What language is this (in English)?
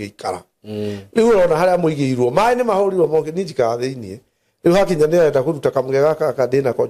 Kikuyu